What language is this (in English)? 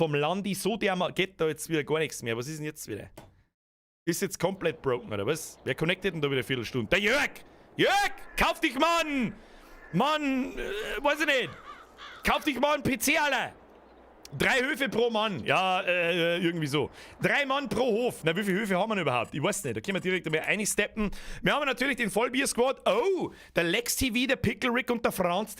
Bavarian